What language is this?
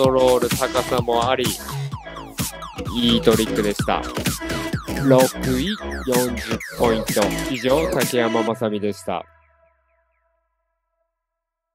Japanese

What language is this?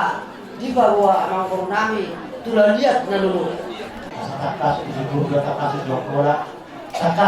Batak Toba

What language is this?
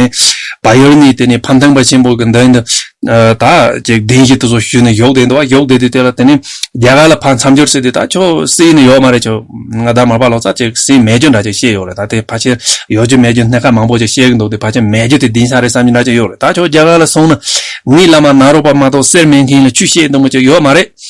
Tibetan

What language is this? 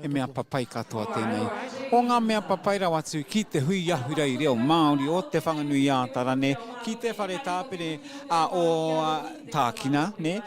Māori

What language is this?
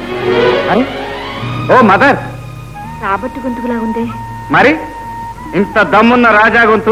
Telugu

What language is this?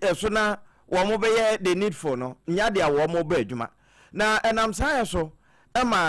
Akan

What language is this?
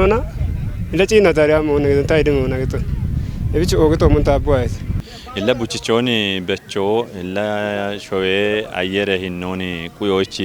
Kafa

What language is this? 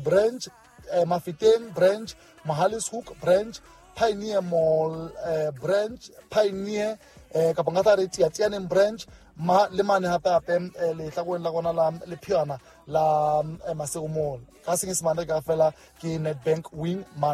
Southern Sotho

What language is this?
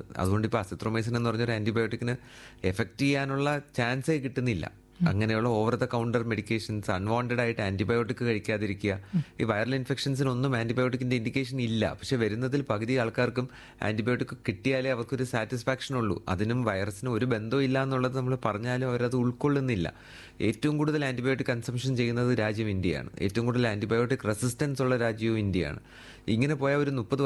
Malayalam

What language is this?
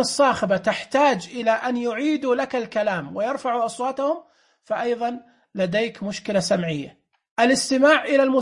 Najdi Arabic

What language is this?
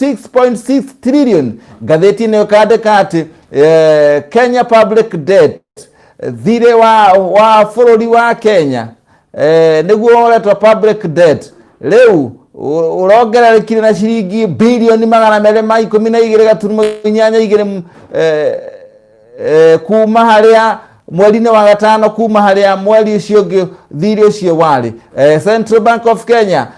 Kikuyu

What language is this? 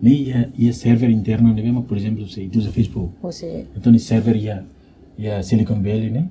Tetum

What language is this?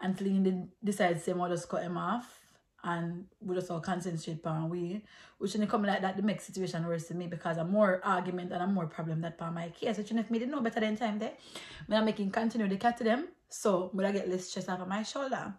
Jamaican Creole English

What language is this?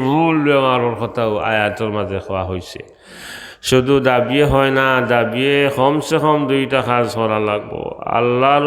Sylheti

